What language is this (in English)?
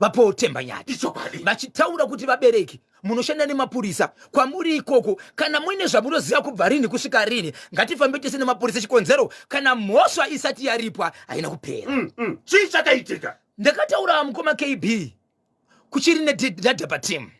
Shona